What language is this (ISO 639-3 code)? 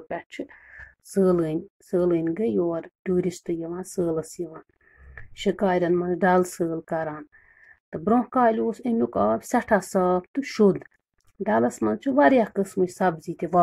kas